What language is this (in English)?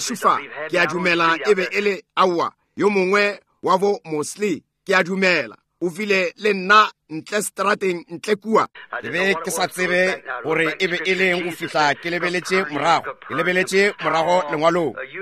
Northern Sotho